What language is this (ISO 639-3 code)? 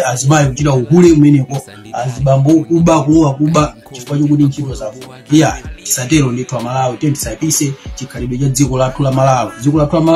nya